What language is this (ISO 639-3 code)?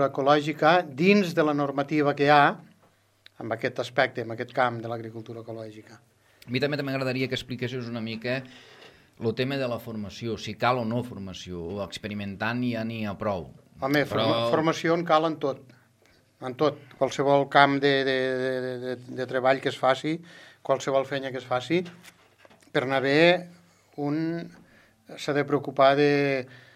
cat